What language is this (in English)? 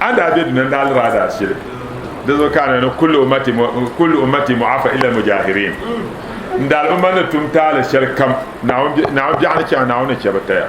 Dagbani